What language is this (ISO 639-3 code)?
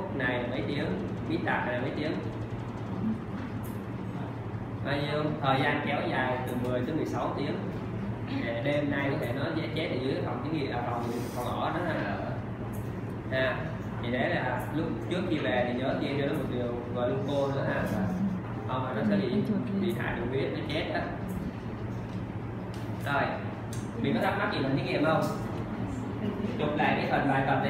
vie